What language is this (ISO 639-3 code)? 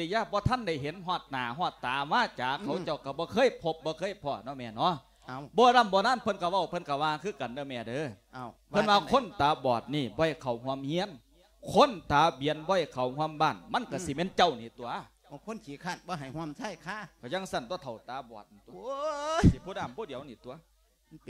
lao